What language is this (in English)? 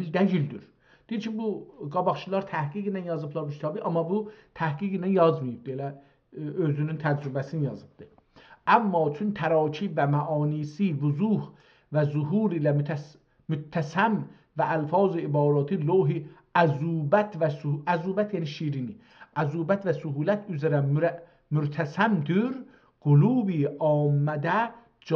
South Azerbaijani